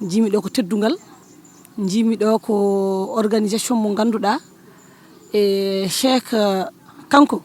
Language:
Fula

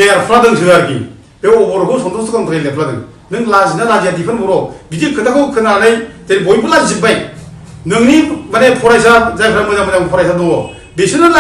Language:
Bodo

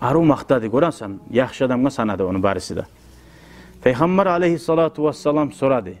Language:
Kumyk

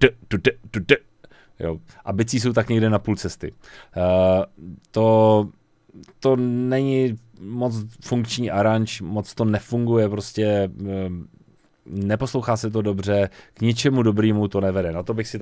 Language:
Czech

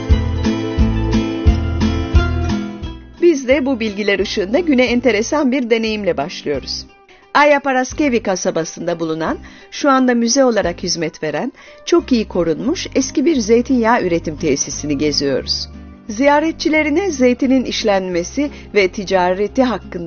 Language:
Turkish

